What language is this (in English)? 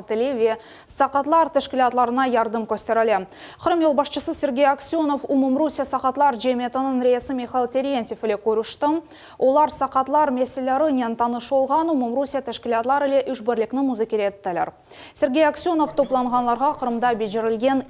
Crimean Tatar